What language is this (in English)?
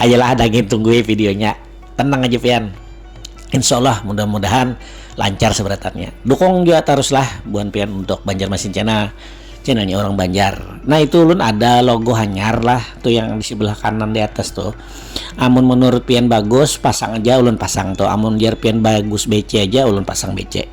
Banjar